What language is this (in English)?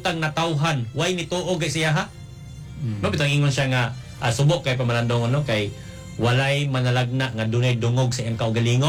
Cebuano